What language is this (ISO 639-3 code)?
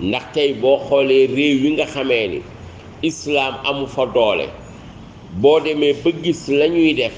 wol